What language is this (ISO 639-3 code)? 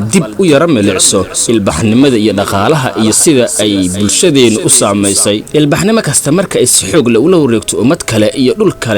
som